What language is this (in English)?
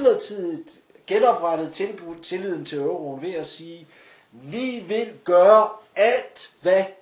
Danish